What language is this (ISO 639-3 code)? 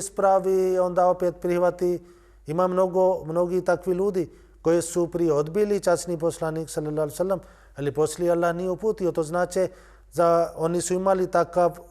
bos